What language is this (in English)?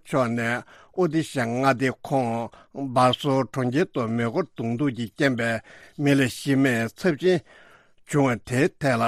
Tibetan